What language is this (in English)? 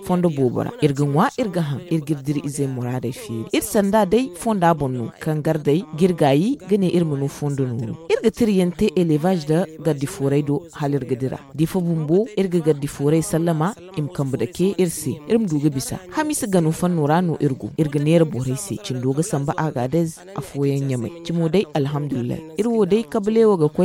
Zarma